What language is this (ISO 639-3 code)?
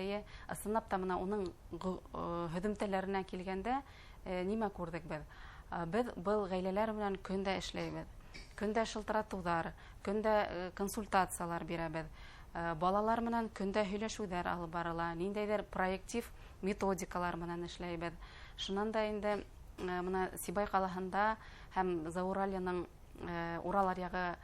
bak